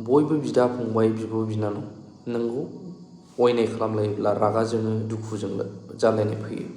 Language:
Bodo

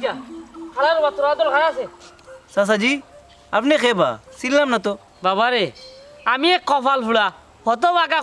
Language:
Sylheti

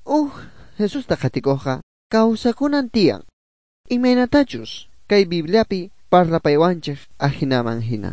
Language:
Quechua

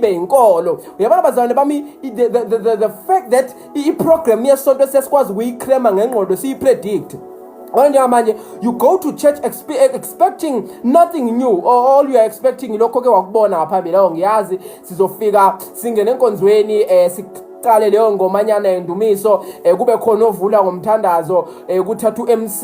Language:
Zulu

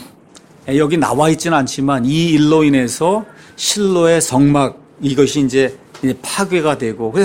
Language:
Korean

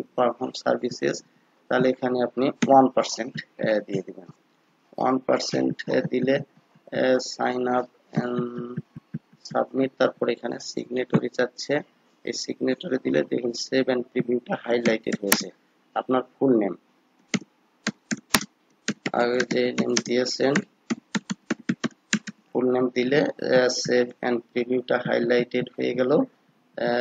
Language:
Bangla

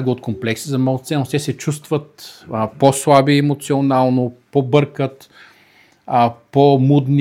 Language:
Bulgarian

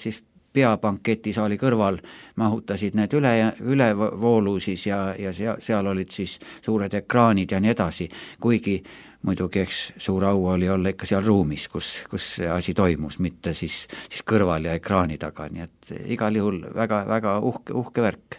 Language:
Estonian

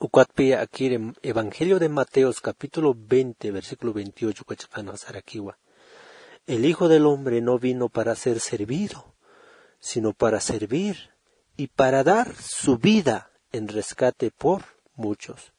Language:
Aymara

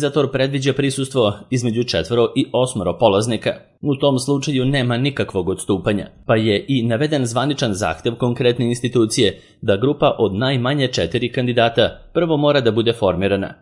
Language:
Serbian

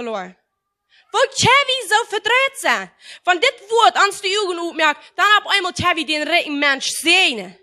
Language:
Plautdietsch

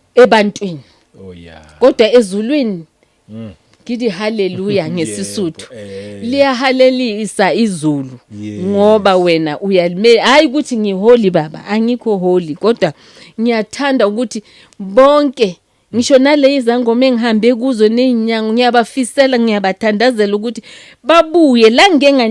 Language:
Zulu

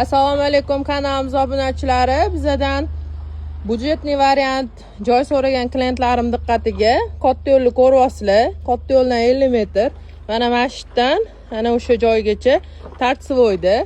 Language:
Uzbek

